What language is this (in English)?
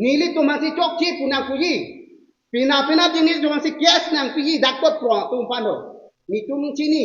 Karbi